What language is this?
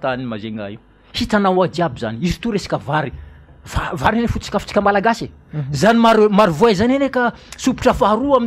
Malagasy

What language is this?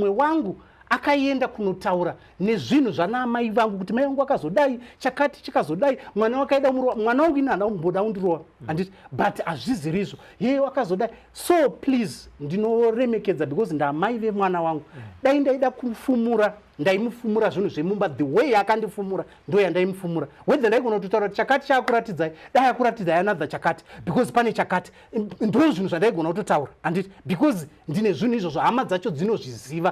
Shona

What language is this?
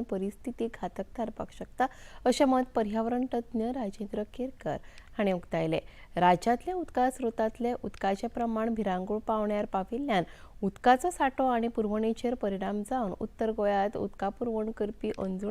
Konkani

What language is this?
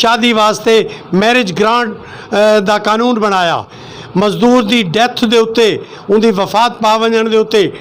Western Panjabi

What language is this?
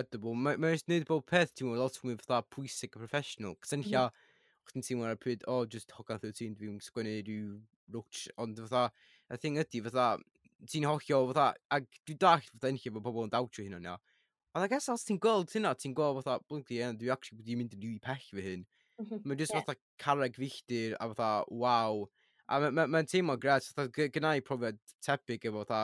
Welsh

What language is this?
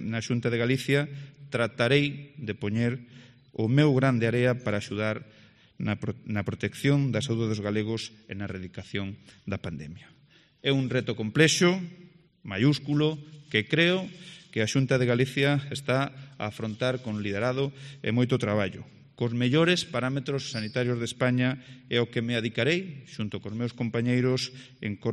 Galician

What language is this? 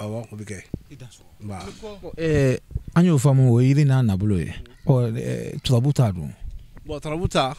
Bambara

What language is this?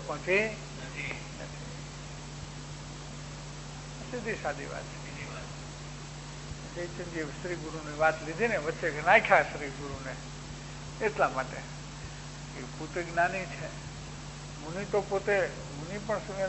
Gujarati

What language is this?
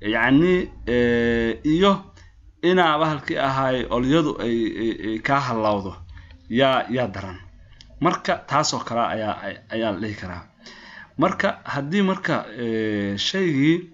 Somali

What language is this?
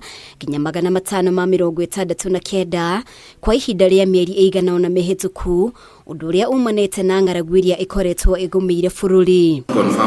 Kikuyu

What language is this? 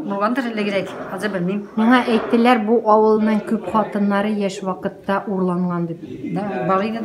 Tatar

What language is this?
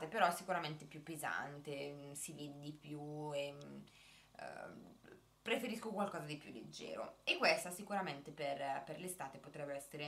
Italian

